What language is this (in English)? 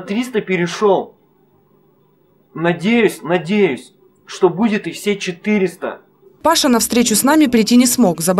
Russian